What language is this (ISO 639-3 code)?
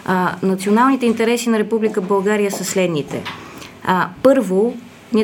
bul